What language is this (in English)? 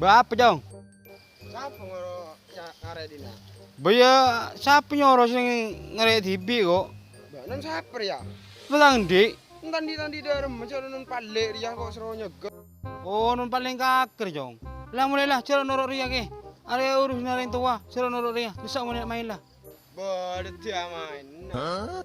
Madurese